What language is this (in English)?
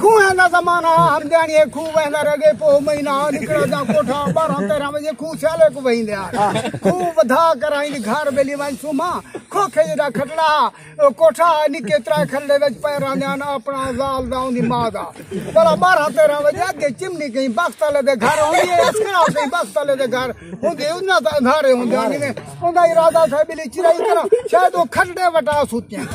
Saraiki